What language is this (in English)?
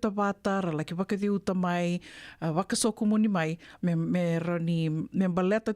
Fijian